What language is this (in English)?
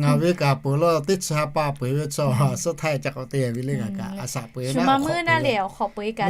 Lahu